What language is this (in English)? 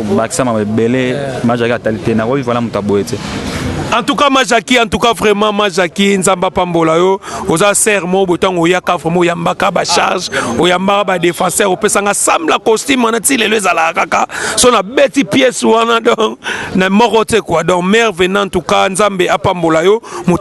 Lingala